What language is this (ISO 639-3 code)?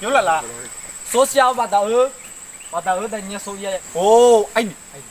nia